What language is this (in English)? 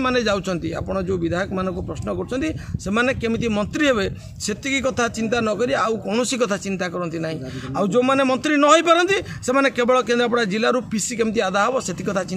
Odia